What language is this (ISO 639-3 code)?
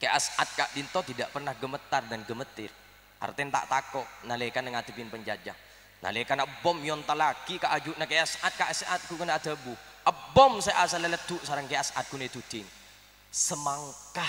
mad